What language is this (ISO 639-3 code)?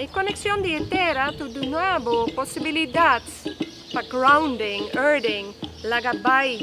pap